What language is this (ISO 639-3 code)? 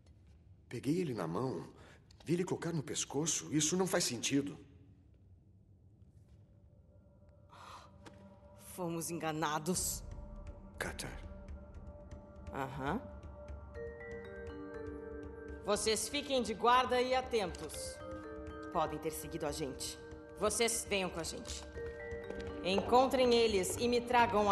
por